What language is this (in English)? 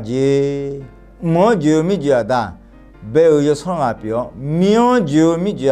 Akha